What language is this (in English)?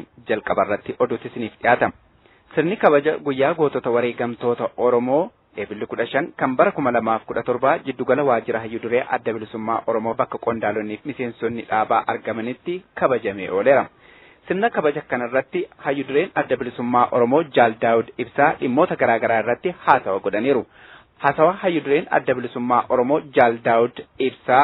Oromo